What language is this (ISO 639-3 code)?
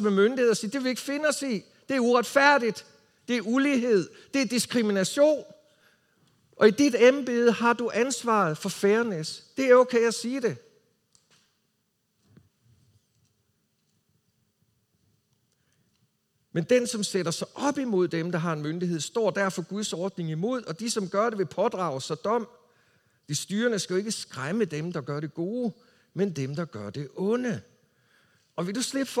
dan